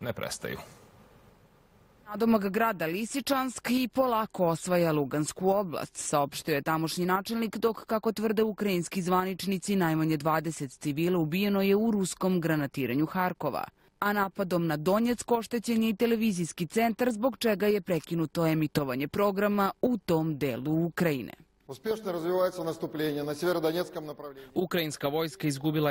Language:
Serbian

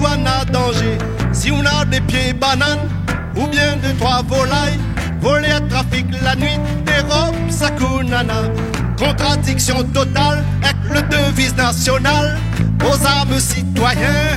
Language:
Réunion Creole French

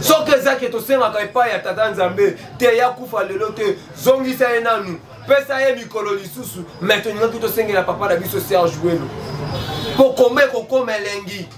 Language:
Lingala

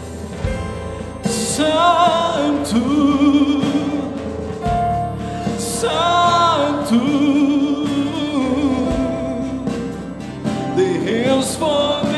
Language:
Portuguese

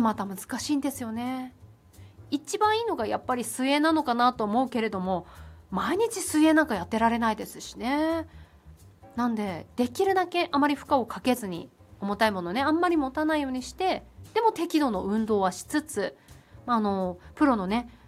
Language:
Japanese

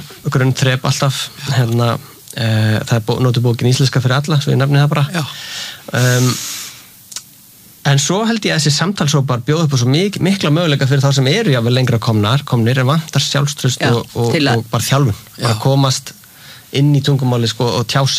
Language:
Icelandic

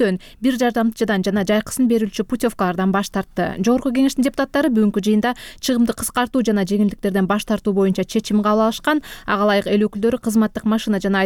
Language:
Kyrgyz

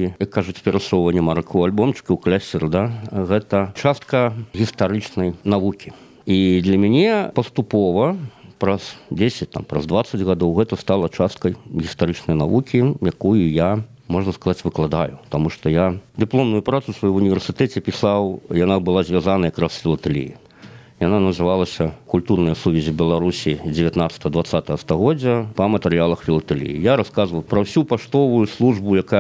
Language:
Belarusian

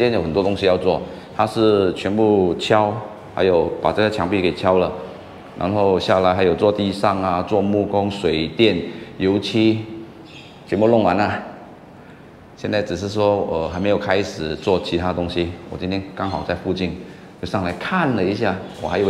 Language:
Chinese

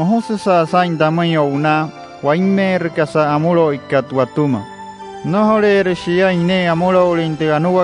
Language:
Wayuu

